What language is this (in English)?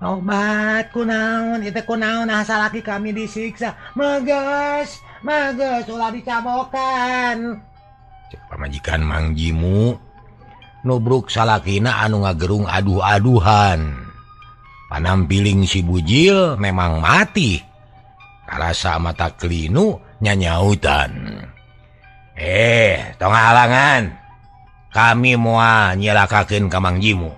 Sundanese